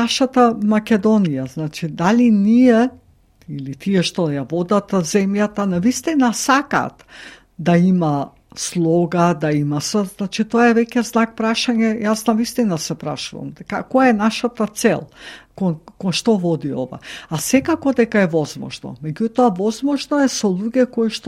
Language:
Macedonian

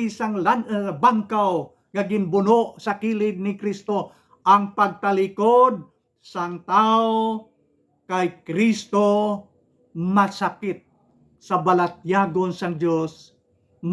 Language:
Hiligaynon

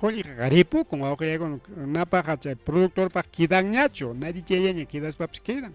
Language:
Ayacucho Quechua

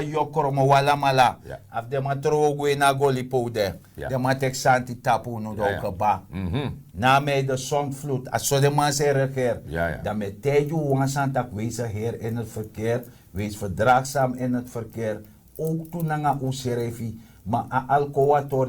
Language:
Sranan Tongo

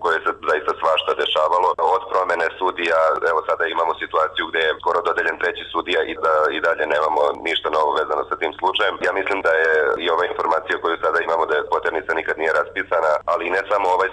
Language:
Serbian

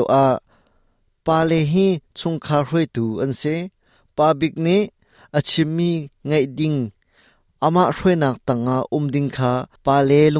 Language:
Hakha Chin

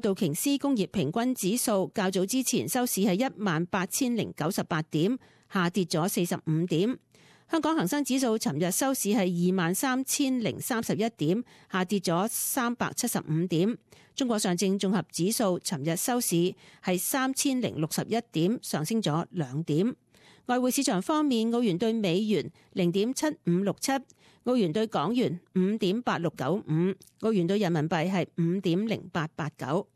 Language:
Cantonese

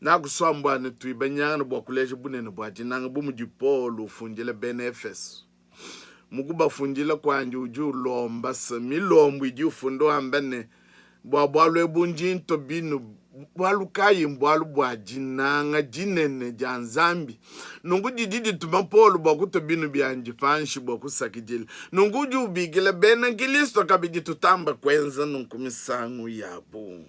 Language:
Luba-Lulua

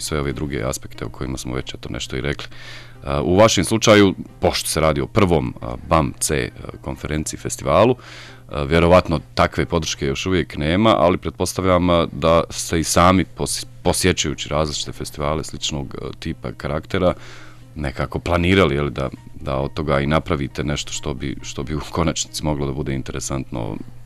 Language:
Bosnian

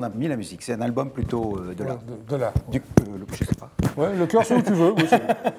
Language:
French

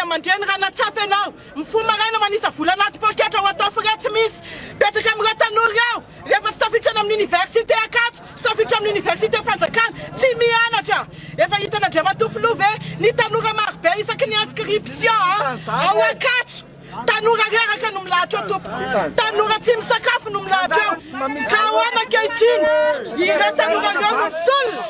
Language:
Malagasy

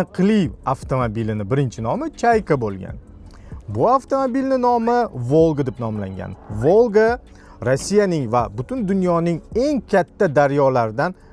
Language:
Uzbek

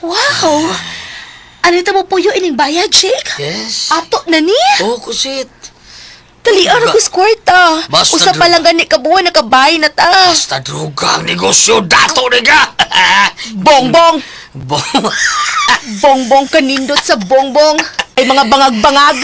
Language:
Cebuano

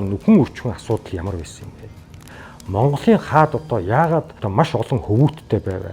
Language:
Mongolian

